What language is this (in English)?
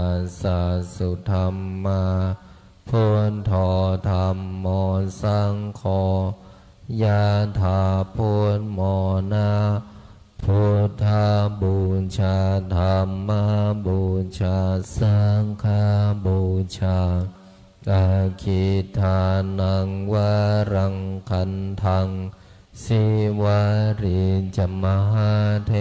Pali